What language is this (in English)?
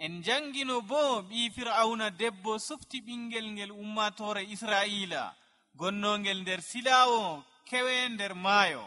Nigerian Fulfulde